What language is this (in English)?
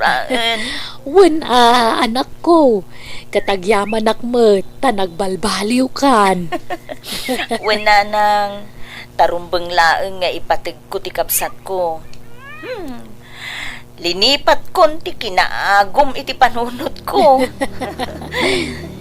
Iloko